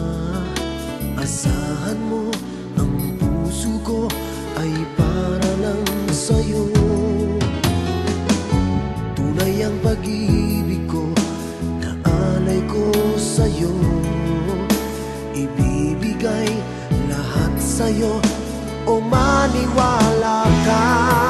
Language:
Filipino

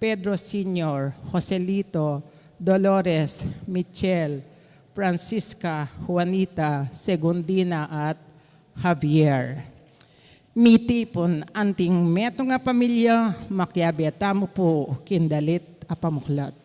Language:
Pampanga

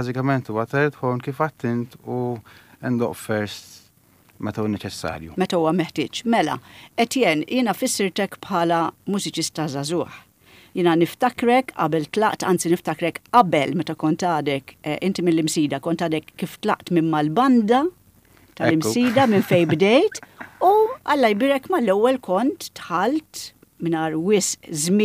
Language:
Maltese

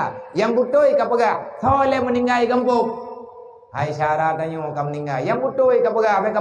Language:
Achinese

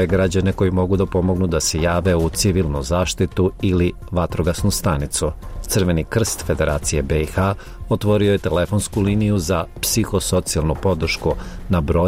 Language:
Bosnian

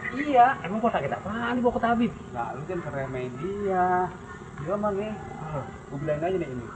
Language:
Betawi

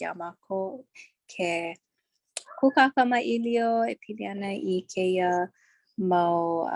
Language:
Hawaiian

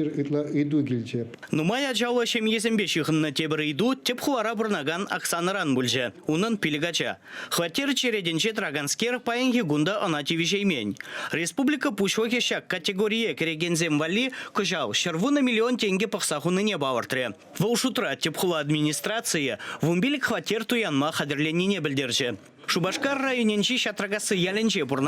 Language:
Chuvash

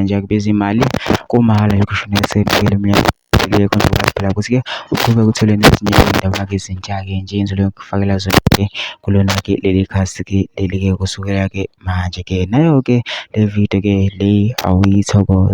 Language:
Zulu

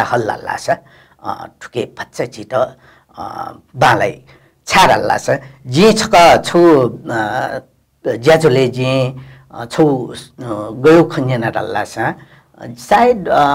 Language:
Newari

